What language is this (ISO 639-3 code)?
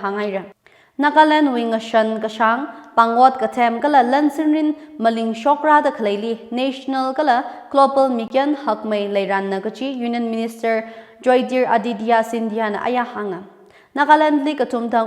nmf